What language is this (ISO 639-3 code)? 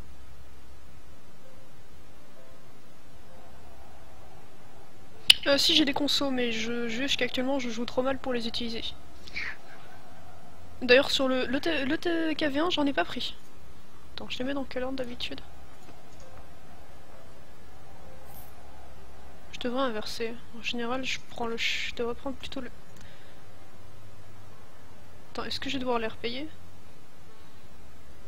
fra